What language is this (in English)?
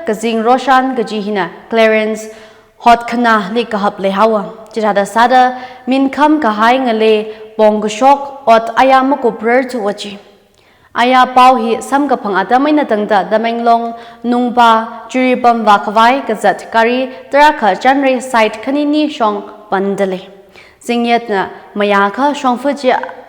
Tangkhul Naga (India)